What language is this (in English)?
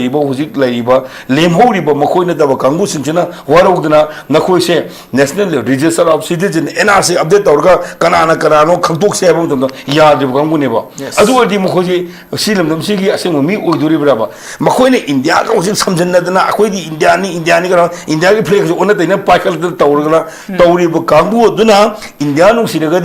Manipuri